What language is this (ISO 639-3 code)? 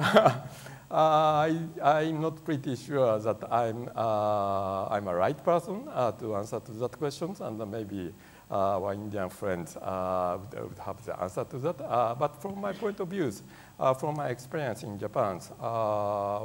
eng